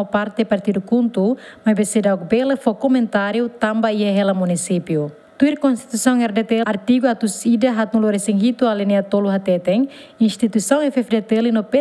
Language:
Tetum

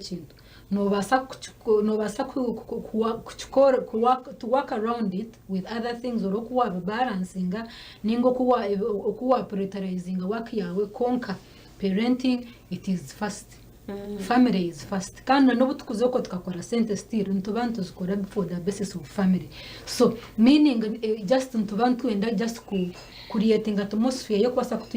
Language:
Nyankole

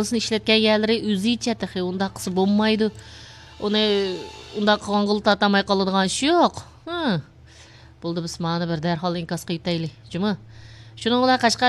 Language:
Uyghur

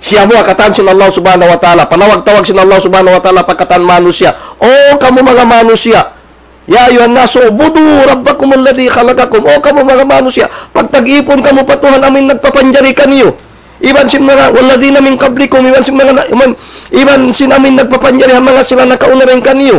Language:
Tausug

